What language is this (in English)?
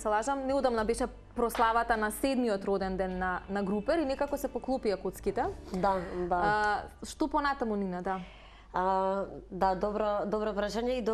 Macedonian